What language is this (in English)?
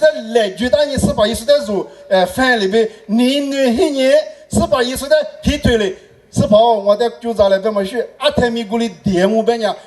Lisu